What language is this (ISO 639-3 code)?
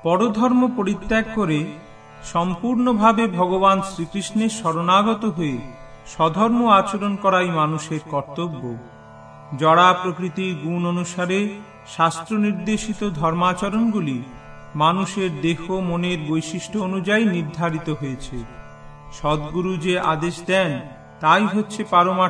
ben